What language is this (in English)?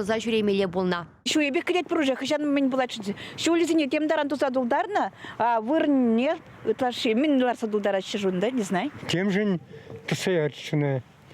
Chuvash